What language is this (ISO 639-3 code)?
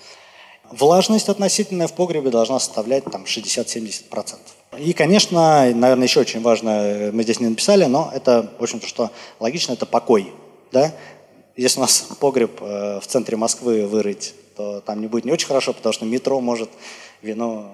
rus